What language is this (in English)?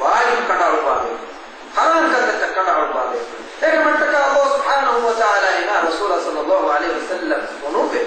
Divehi